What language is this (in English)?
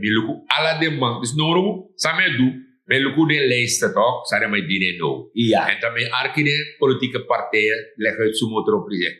Sranan Tongo